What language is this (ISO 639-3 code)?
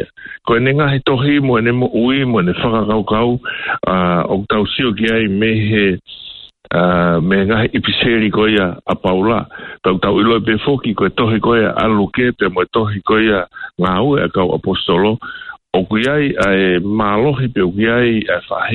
ton